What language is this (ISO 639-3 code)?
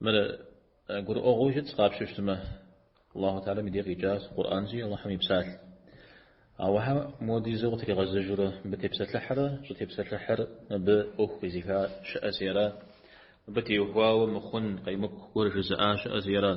kbd